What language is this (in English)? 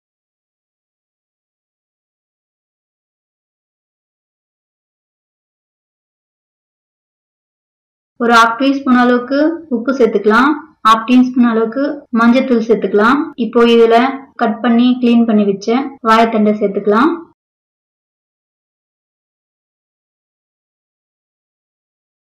Tamil